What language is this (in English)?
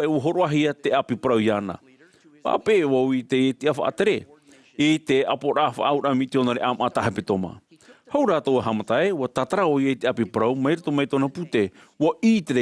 Tahitian